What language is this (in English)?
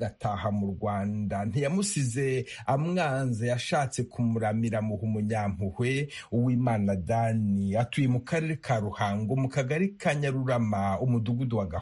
Kinyarwanda